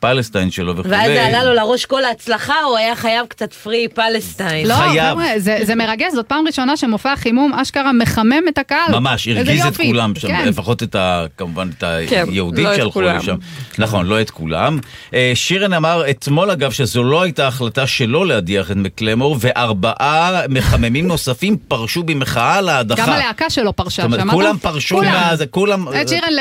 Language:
Hebrew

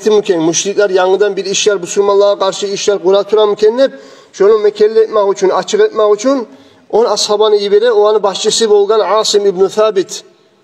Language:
Kumyk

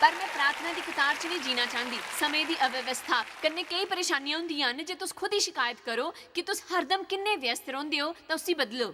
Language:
Dogri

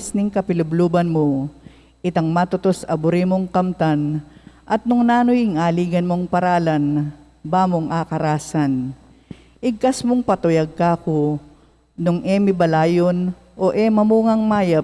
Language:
Pampanga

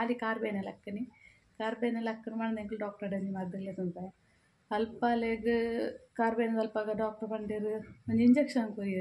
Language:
Tulu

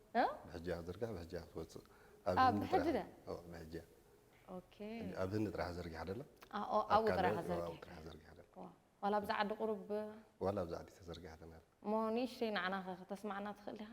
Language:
Tigrinya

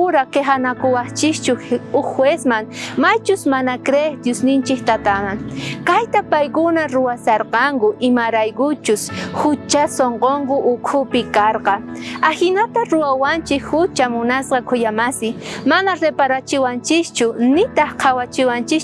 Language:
South Bolivian Quechua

